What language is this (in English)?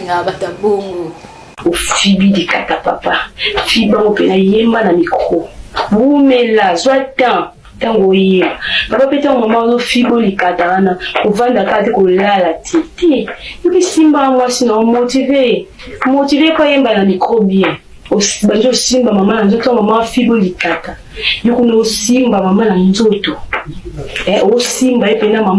Lingala